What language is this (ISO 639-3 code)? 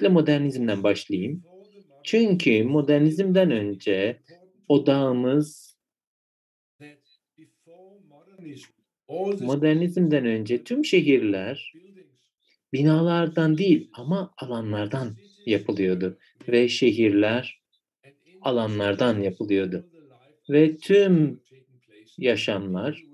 tur